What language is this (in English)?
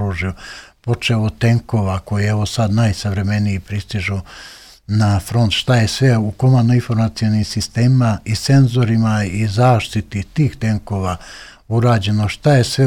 Serbian